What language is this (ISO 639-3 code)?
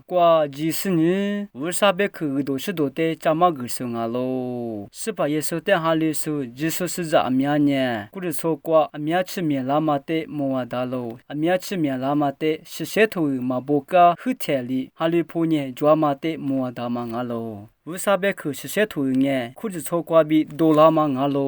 lis